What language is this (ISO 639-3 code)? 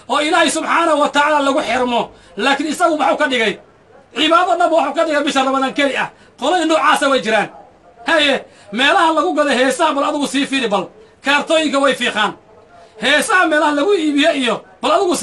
som